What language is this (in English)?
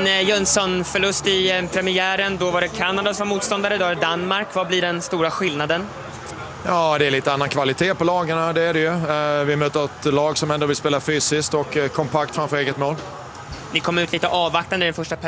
Swedish